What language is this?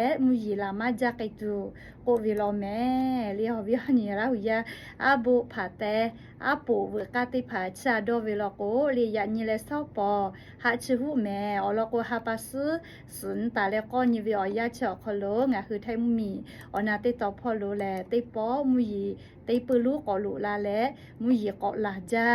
Lahu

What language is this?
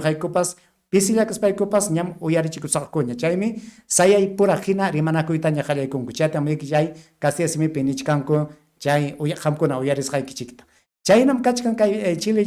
Ayacucho Quechua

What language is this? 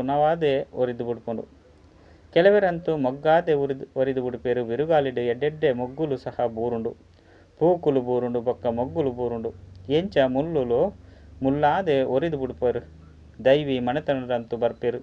Tulu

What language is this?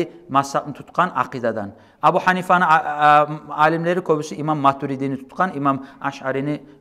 Kumyk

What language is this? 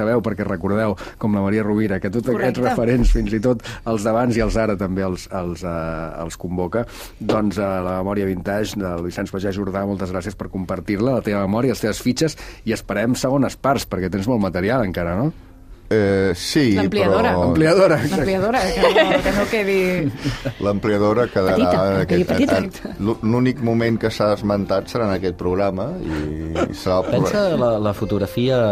Catalan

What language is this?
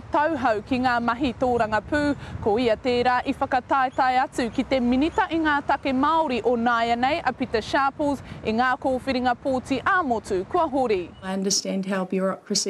Māori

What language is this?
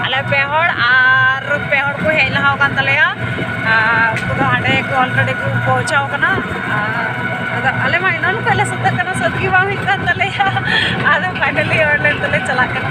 Santali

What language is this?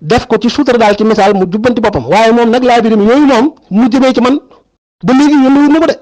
Wolof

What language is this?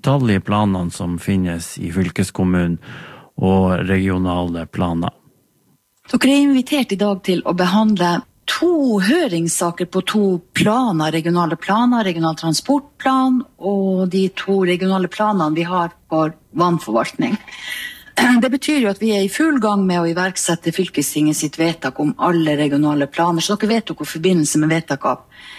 Norwegian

